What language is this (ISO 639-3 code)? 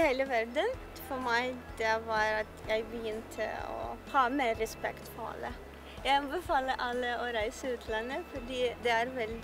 nor